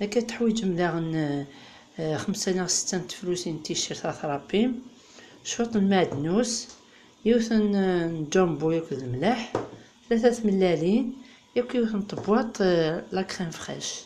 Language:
Kabyle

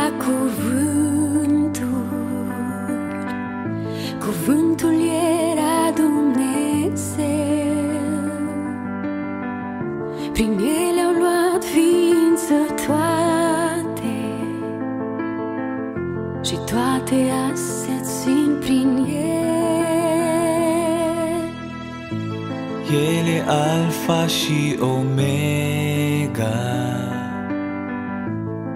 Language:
Romanian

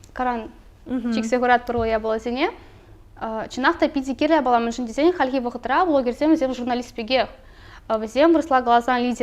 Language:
Chuvash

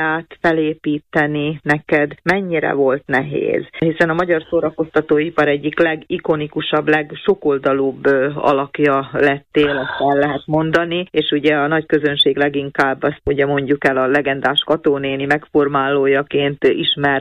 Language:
Hungarian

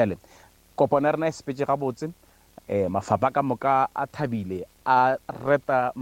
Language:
Northern Sotho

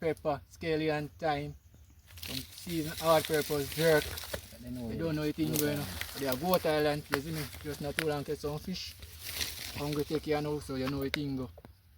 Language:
Jamaican Creole English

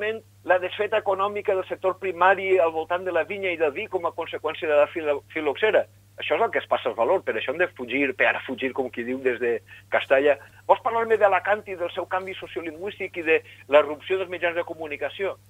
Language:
Catalan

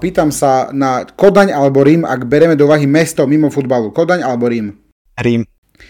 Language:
Slovak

